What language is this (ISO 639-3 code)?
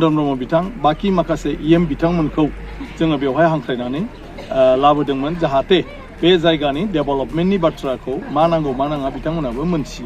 brx